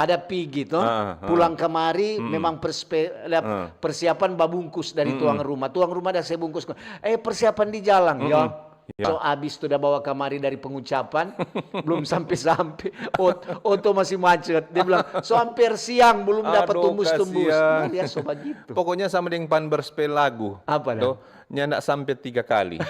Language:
Manado Malay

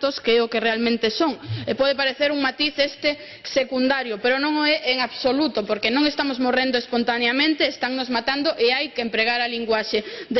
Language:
Galician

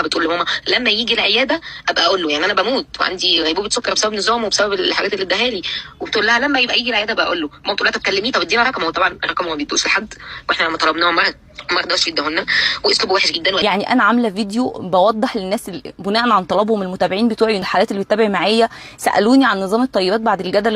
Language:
Egyptian Arabic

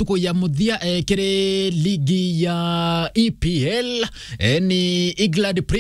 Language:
Meru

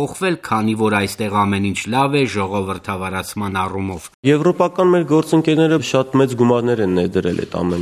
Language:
Armenian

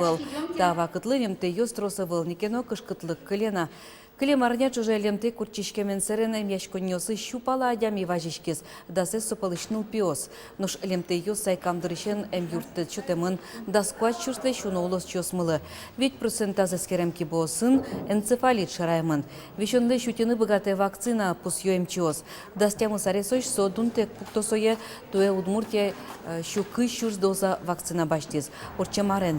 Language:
Udmurt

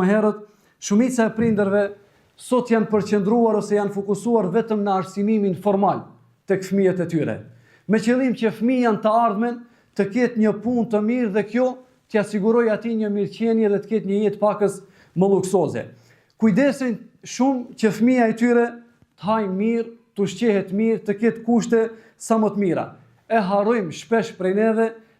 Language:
Albanian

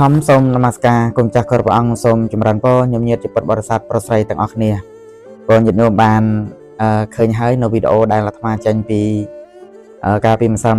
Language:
Khmer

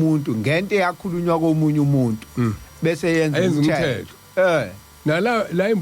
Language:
Zulu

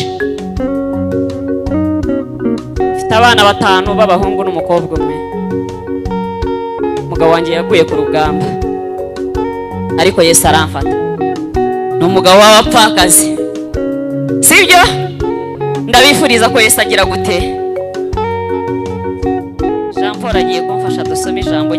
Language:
Kinyarwanda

